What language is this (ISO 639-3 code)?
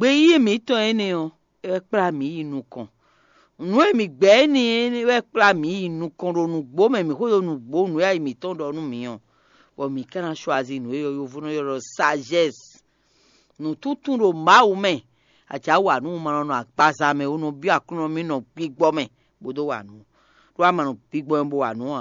fon